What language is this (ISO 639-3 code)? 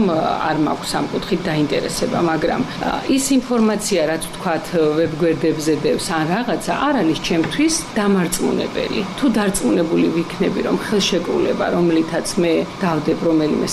kat